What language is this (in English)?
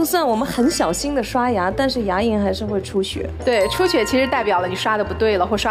Chinese